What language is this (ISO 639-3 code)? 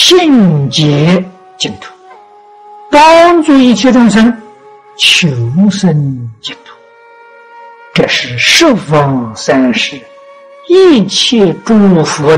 zho